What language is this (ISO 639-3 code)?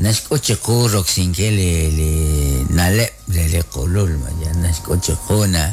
kek